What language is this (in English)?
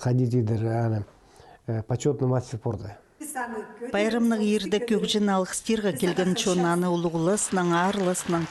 Khakas